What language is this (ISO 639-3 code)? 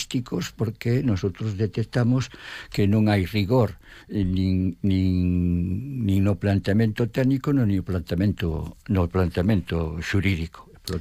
glg